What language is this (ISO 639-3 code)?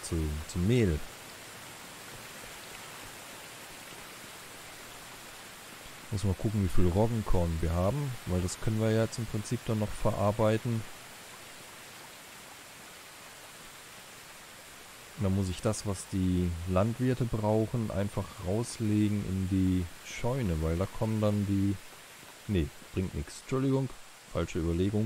deu